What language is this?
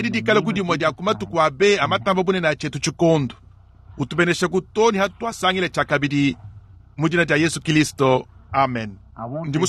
Luba-Lulua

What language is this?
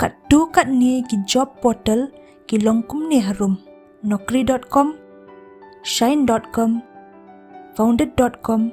Khasi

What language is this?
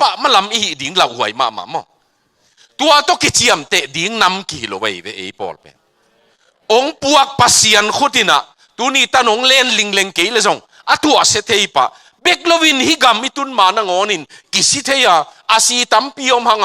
Tedim Chin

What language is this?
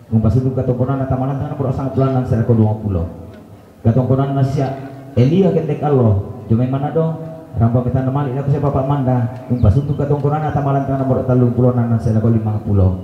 Toraja-Sa'dan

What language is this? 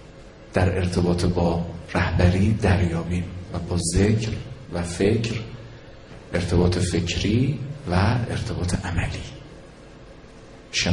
Persian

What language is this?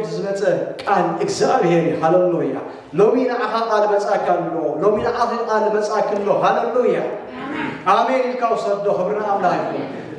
Tigrinya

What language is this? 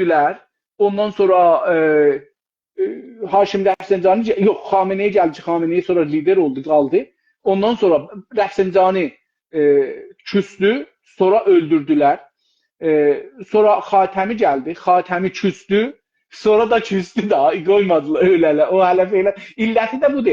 South Azerbaijani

